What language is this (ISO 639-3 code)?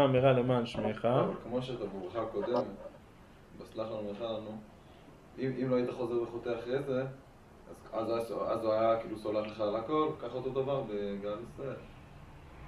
heb